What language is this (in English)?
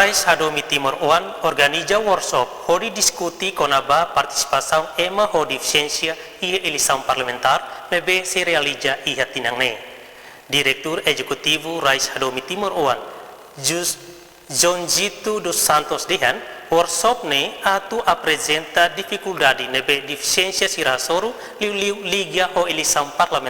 Tetum